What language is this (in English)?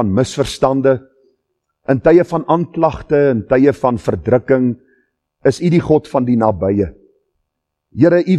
Afrikaans